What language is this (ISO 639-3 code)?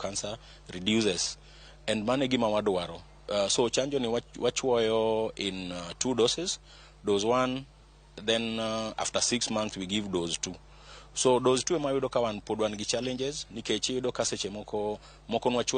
luo